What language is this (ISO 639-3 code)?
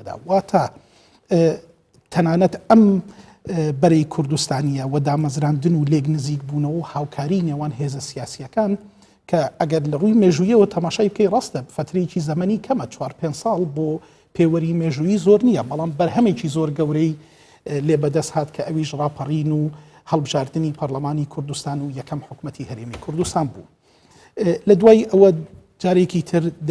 ckb